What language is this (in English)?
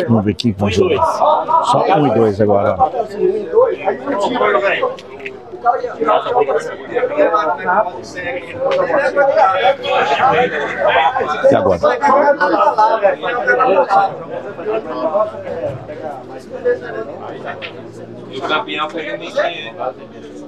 Portuguese